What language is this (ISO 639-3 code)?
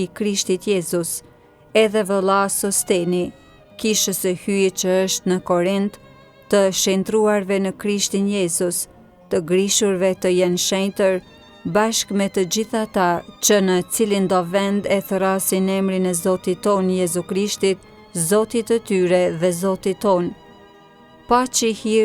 sqi